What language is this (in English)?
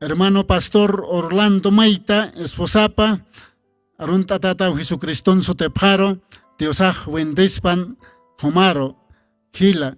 Aymara